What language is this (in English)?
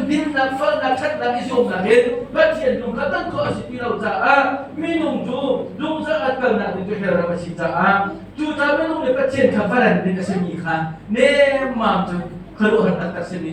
Hakha Chin